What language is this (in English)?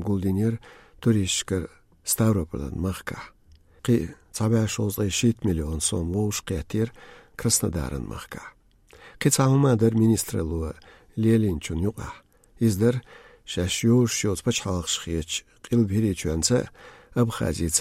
Chechen